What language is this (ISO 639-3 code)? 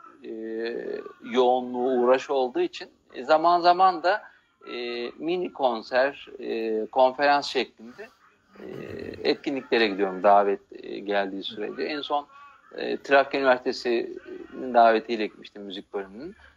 tur